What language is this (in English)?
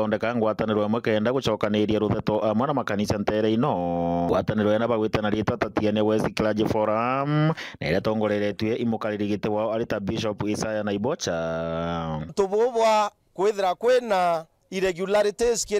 Meru